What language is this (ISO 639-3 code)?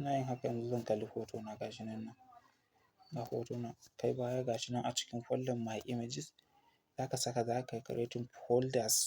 hau